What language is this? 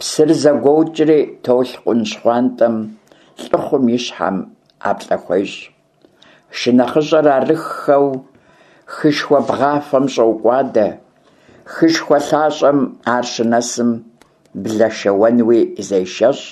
Kabardian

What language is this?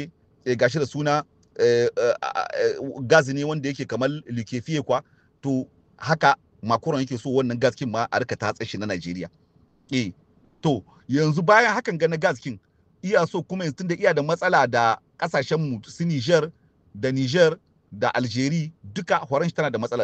Hausa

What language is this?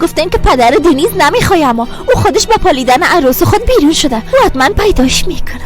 Persian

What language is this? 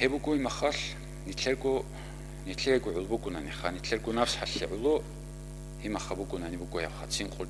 Avaric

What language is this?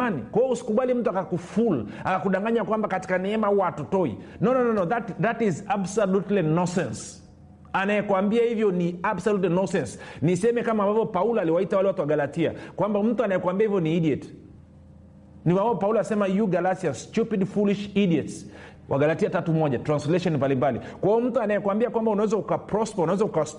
Swahili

